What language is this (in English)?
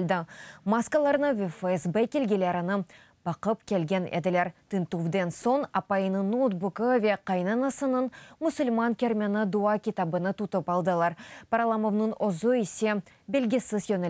Crimean Tatar